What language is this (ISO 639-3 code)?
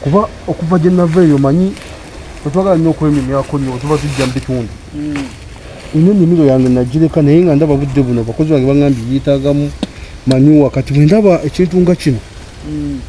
lug